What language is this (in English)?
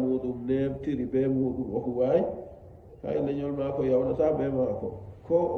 Nigerian Fulfulde